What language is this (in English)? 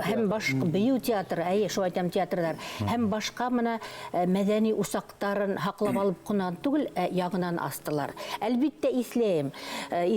Bashkir